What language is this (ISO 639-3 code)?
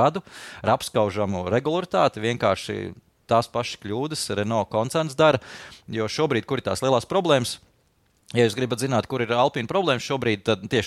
lav